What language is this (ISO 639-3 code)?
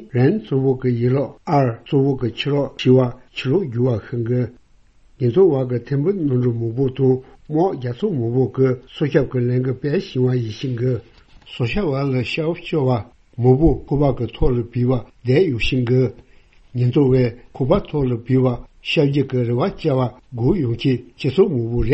bod